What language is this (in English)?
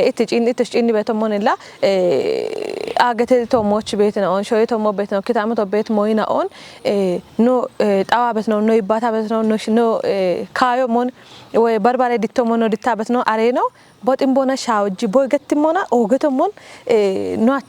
Kafa